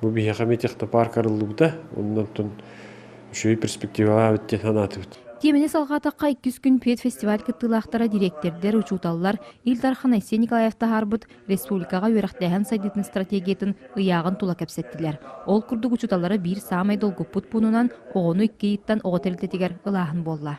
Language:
Yakut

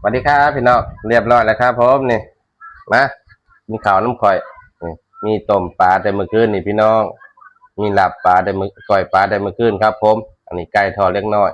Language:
Northeastern Thai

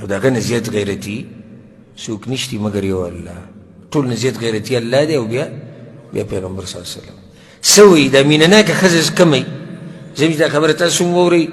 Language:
Pashto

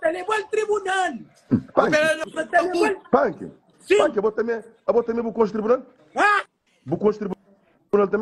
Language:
Kabuverdianu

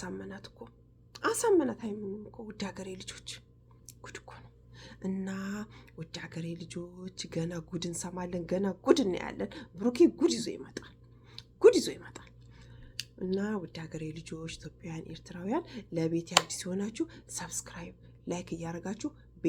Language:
Amharic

